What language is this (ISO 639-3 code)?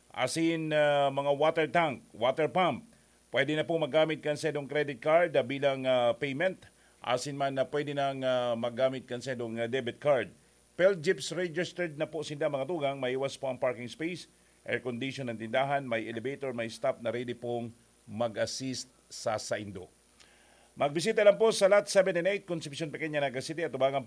bik